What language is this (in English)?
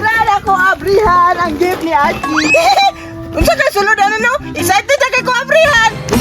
Cebuano